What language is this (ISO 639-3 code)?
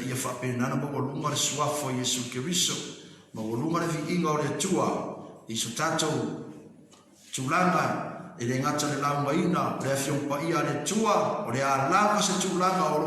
smo